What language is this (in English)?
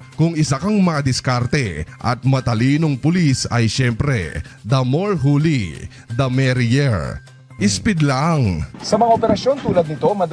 Filipino